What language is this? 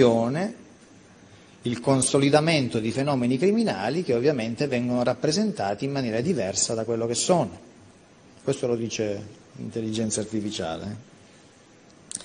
Italian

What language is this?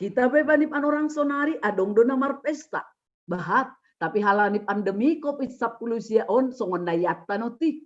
Batak Simalungun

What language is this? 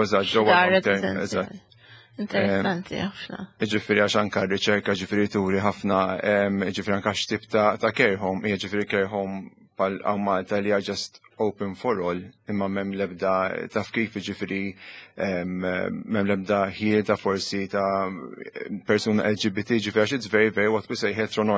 Maltese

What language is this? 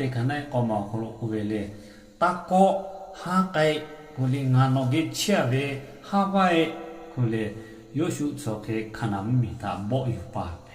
Lahu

